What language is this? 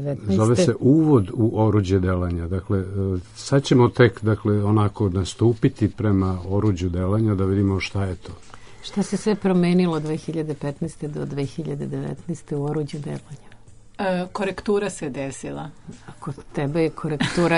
Serbian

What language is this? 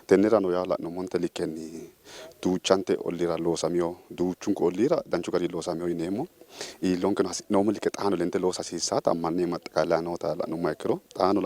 Sidamo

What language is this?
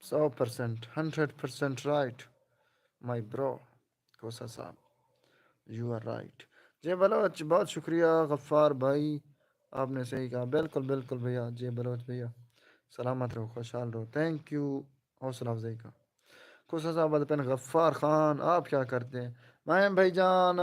Saraiki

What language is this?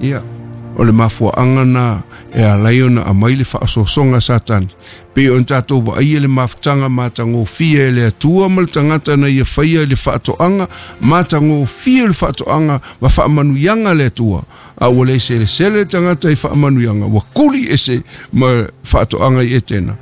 Samoan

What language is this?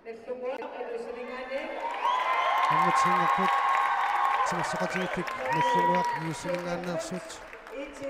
Kalaallisut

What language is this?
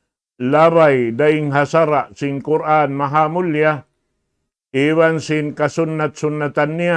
Tausug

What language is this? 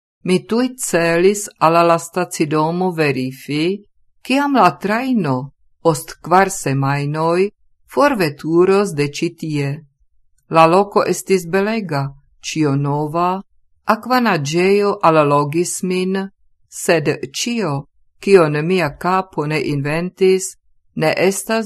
Esperanto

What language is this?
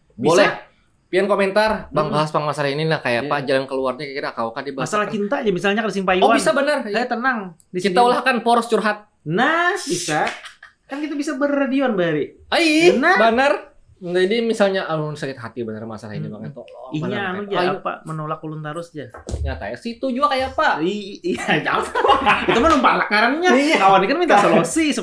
Banjar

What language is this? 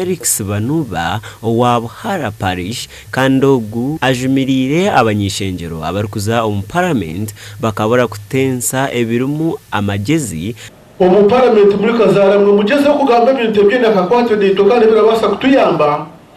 Nyankole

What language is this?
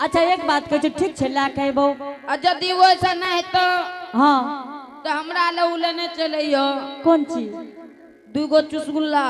Angika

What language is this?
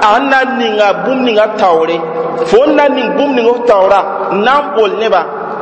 Mossi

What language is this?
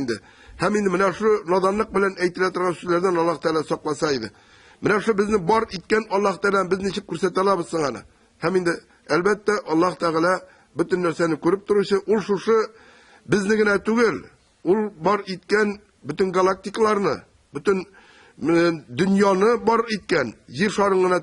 Tatar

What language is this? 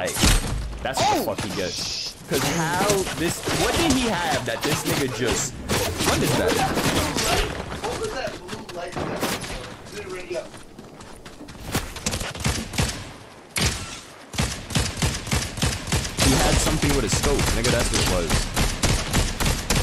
English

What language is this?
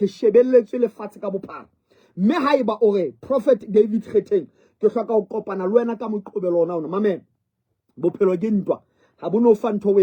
Southern Sotho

